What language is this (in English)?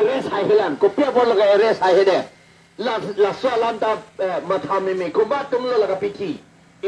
Karbi